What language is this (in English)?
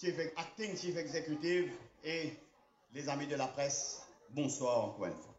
Morisyen